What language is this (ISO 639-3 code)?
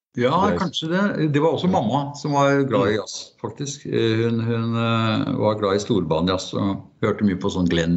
nor